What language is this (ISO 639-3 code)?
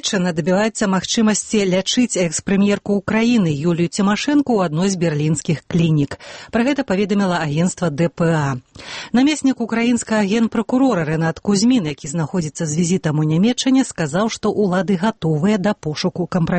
bel